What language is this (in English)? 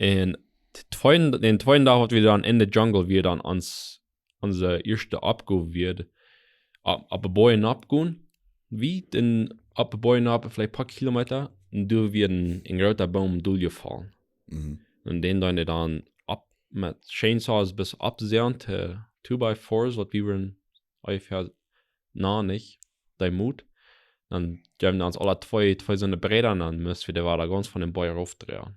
Plautdietsch